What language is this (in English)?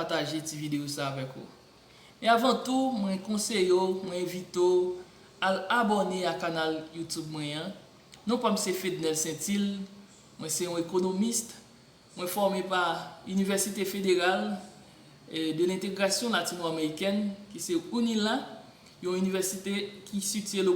Haitian Creole